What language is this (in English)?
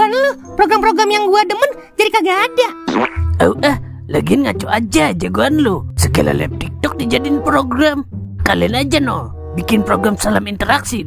Betawi